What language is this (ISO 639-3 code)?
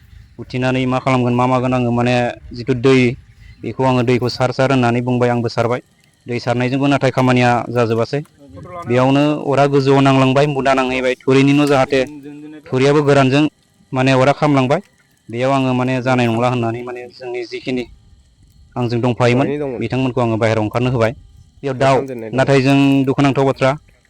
brx